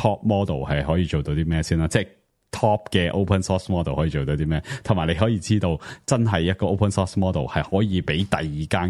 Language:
Cantonese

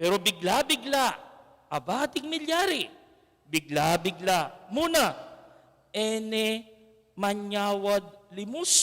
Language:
Pampanga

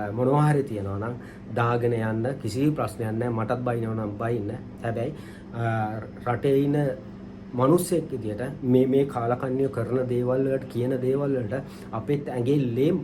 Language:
Sinhala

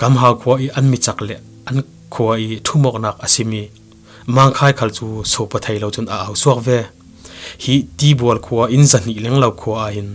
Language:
Falam Chin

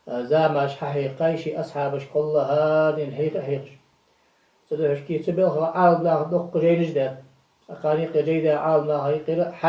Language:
Ingush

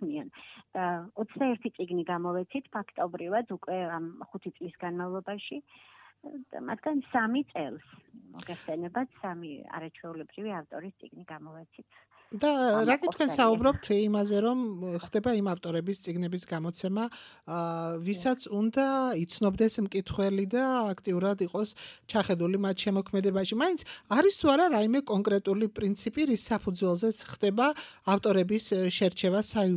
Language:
Georgian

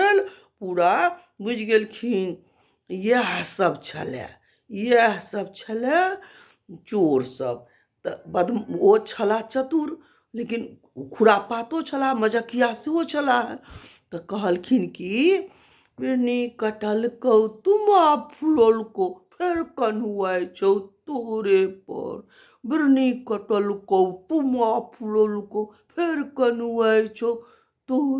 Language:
Maithili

